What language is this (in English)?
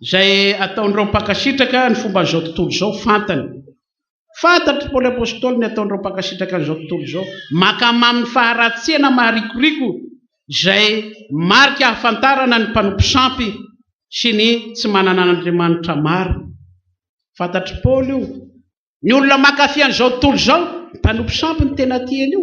Malagasy